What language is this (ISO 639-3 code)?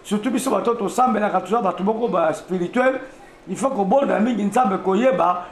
lin